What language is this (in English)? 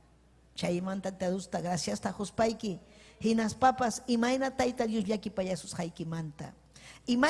Ayacucho Quechua